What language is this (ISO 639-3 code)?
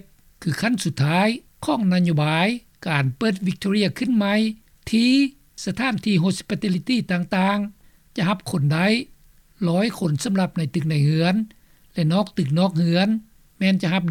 lao